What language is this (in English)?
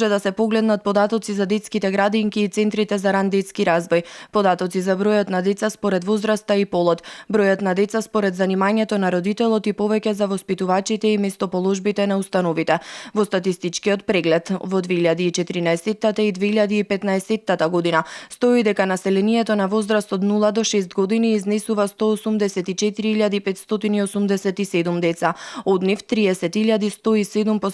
Macedonian